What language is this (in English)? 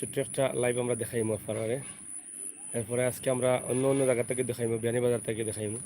Sylheti